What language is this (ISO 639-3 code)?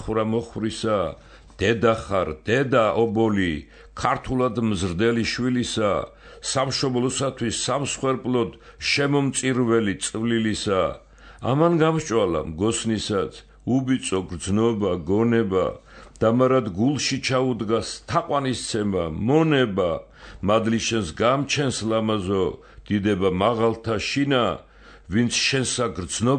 kat